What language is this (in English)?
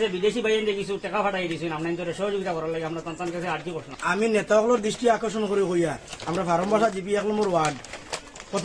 Sylheti